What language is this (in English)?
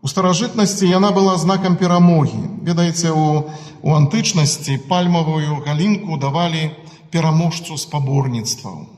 Belarusian